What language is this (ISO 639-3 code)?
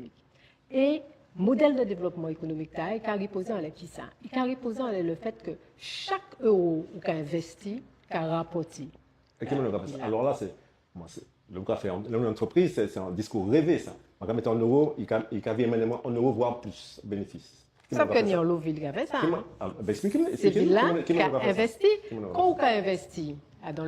gcf